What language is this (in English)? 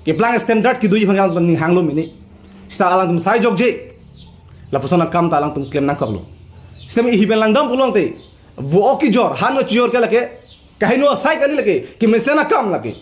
Karbi